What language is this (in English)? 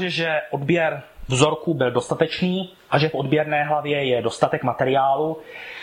Czech